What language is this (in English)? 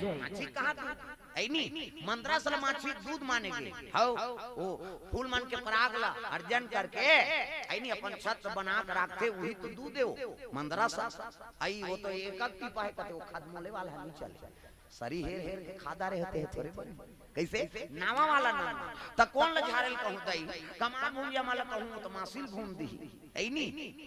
Chhattisgarhi